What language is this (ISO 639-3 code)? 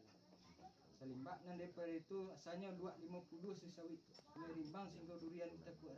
min